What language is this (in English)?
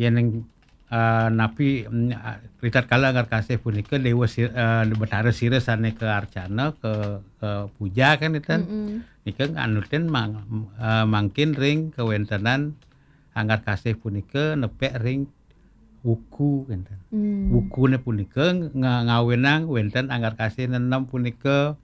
Balinese